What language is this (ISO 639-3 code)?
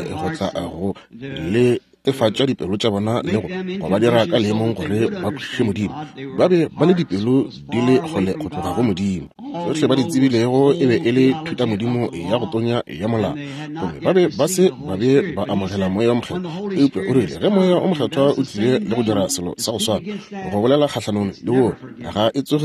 nso